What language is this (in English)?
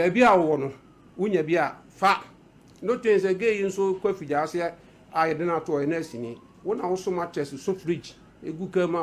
Akan